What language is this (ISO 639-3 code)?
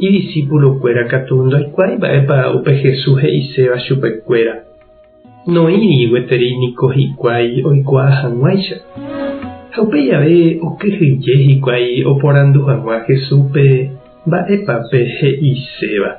grn